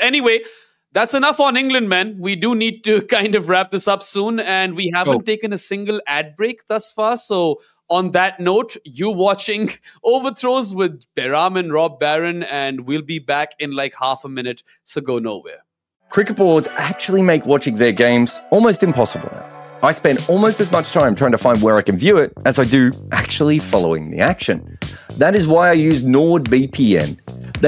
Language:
English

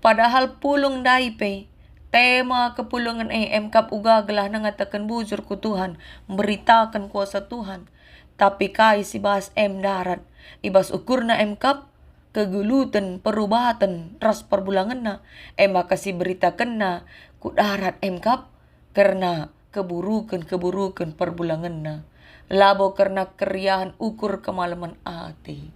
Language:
Batak Karo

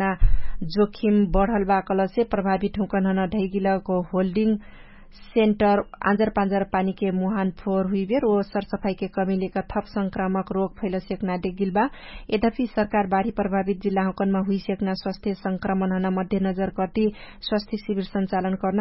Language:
Dangaura Tharu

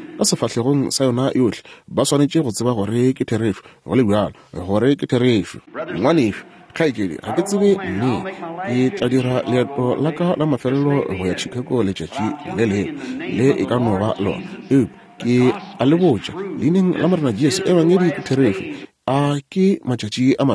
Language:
Northern Sotho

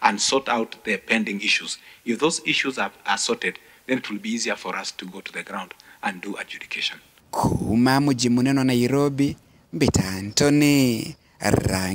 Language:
Meru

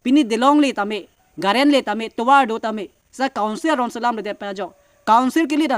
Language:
Karbi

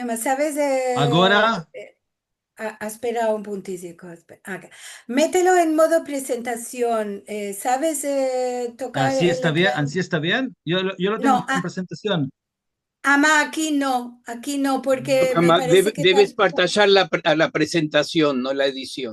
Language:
Ladino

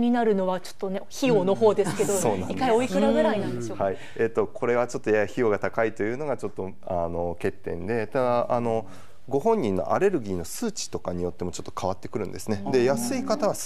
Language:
Japanese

